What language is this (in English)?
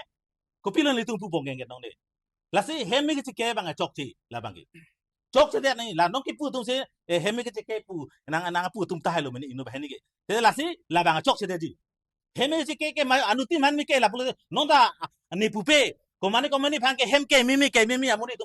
Karbi